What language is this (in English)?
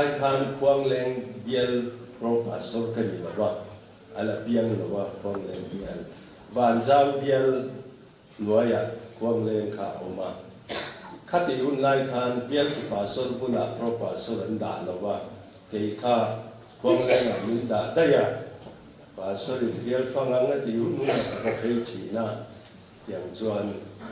Mizo